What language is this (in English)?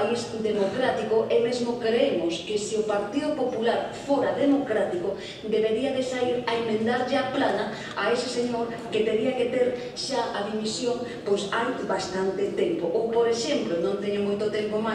Galician